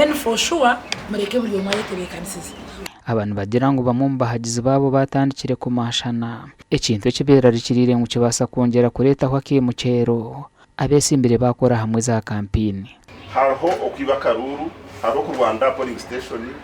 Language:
Nyankole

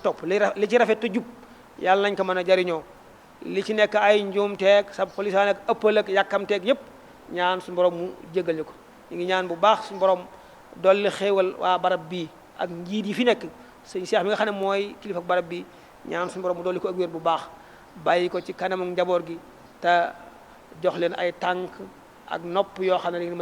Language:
Wolof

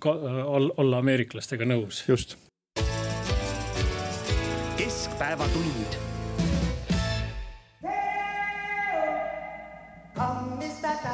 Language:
Estonian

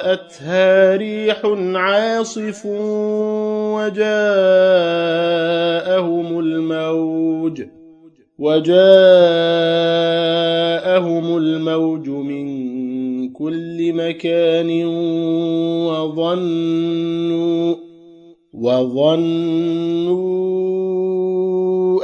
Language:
Arabic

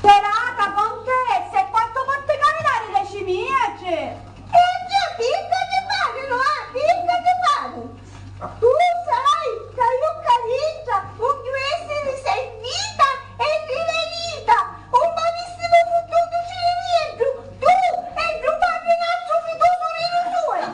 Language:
Sicilian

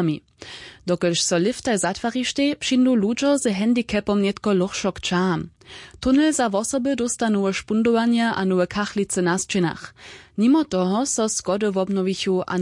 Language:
Upper Sorbian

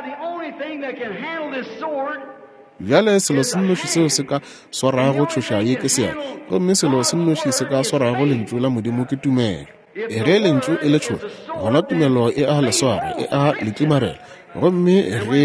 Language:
Northern Sotho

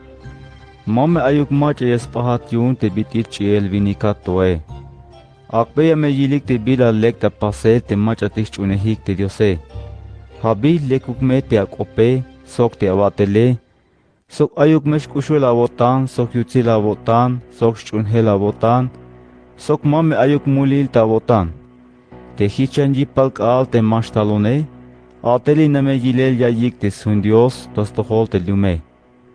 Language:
Tzeltal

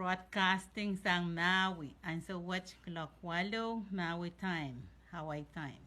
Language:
Pohnpeian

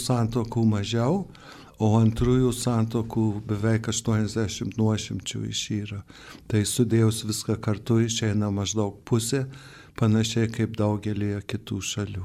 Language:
Lithuanian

